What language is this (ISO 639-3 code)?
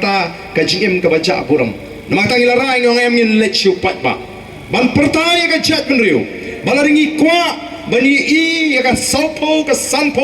kha